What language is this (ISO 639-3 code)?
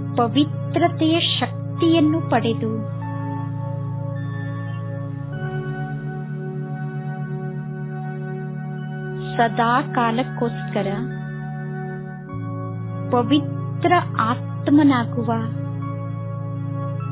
kan